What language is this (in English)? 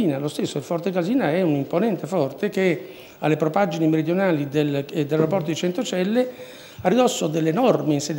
Italian